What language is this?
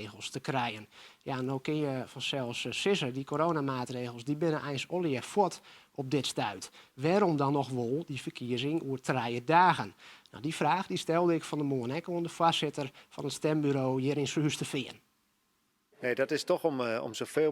Western Frisian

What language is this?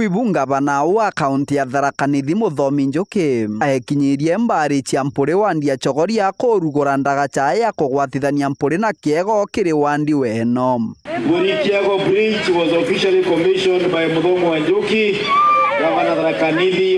Meru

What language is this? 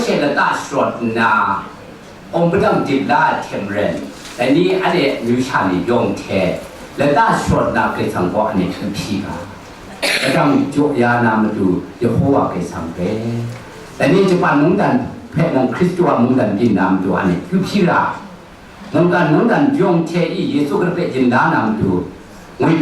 Kachin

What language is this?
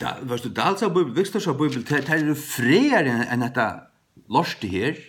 Faroese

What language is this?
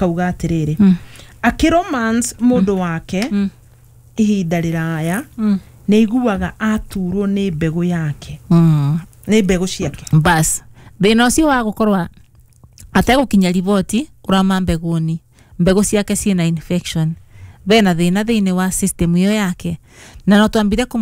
Kikuyu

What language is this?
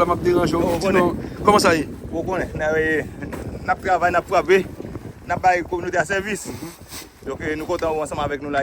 Haitian Creole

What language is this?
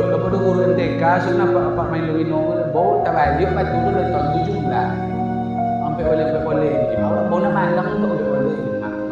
Minangkabau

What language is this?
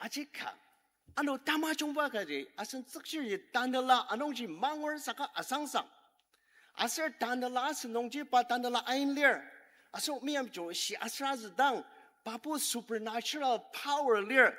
Ao Naga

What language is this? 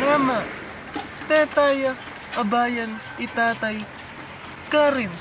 Pampanga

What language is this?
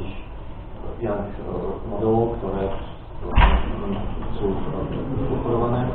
Slovak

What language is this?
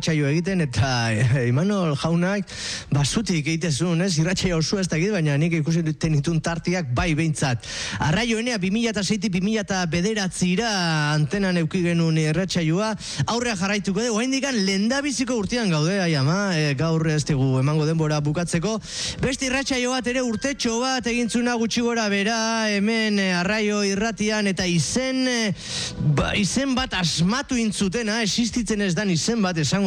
Basque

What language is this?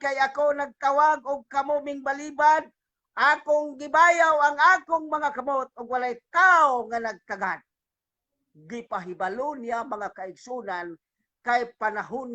Cebuano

